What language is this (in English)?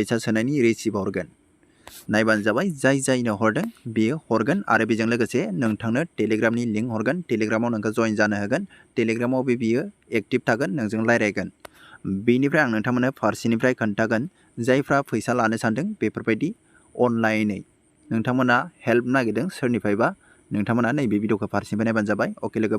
Bodo